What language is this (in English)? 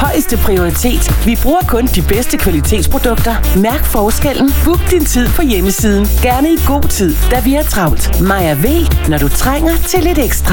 Danish